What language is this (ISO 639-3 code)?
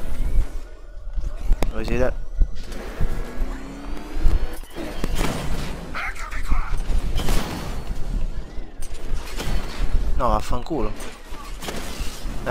ita